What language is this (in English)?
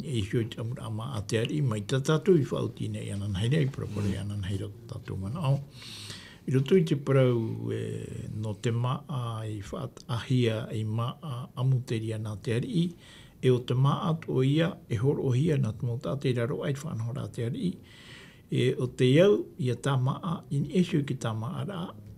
Tahitian